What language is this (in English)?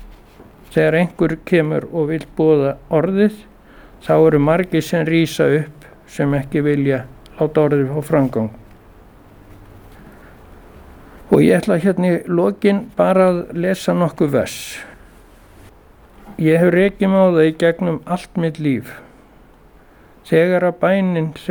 Icelandic